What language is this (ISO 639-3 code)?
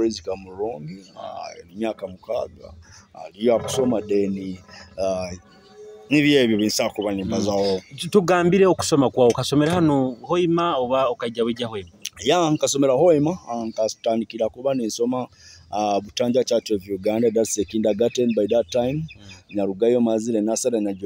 nyo